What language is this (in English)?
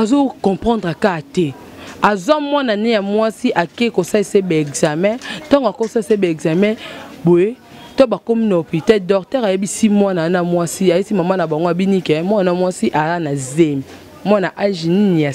Lingala